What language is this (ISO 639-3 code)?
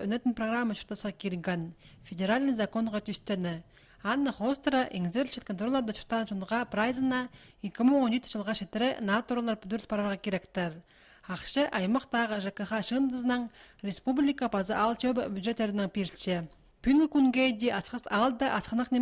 kjh